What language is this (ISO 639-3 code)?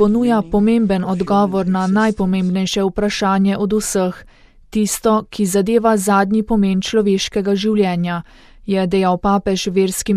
slv